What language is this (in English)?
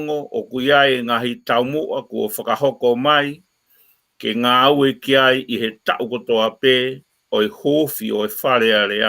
Tongan